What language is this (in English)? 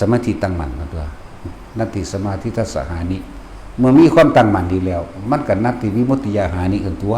Northeastern Thai